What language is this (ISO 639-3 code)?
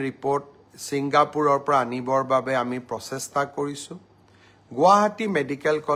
asm